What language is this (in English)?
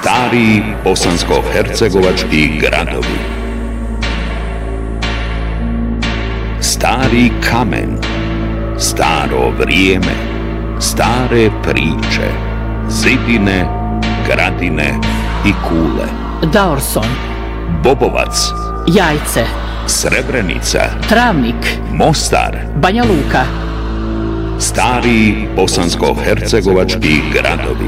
Bosnian